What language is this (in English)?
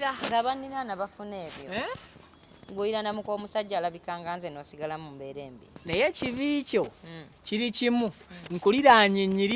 Ganda